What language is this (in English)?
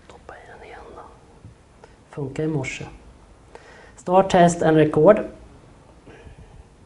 Swedish